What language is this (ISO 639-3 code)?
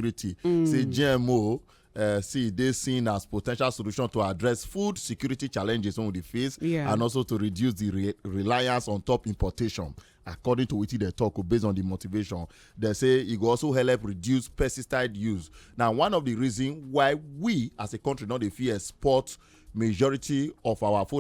pcm